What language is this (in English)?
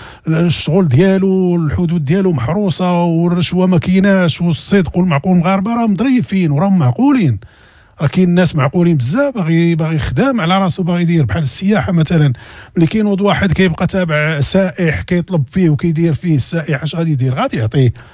Moroccan Arabic